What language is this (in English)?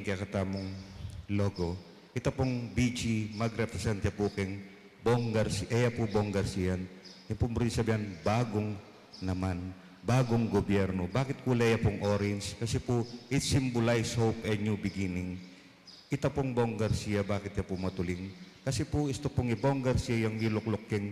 Pampanga